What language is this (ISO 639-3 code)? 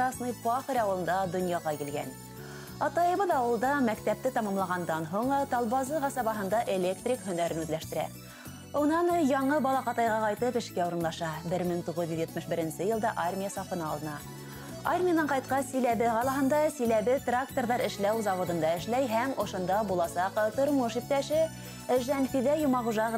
bak